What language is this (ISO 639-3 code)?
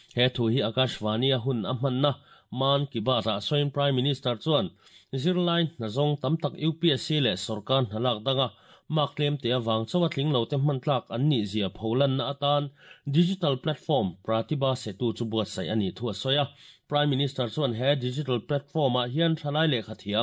lus